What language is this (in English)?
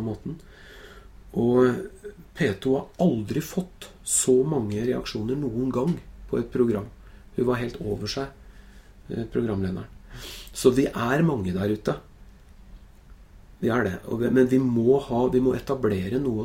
Norwegian